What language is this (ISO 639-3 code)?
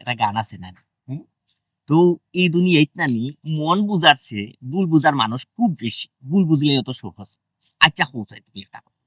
syl